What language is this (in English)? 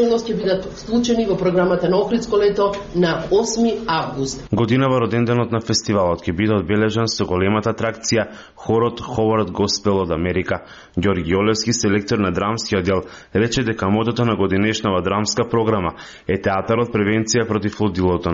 Macedonian